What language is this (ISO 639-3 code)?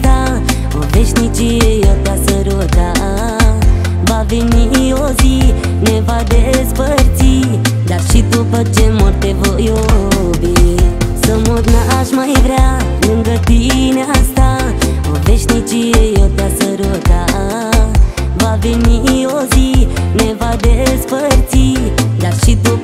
ron